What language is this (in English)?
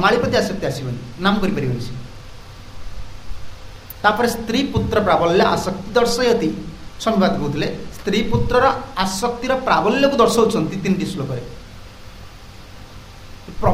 Odia